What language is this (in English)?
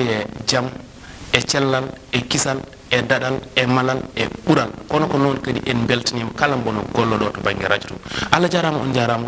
Fula